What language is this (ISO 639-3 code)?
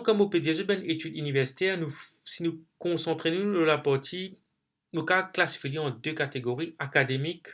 mfe